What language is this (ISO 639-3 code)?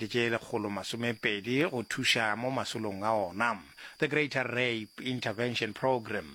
nso